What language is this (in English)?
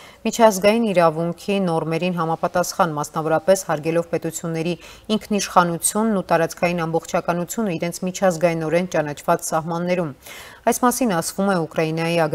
Armenian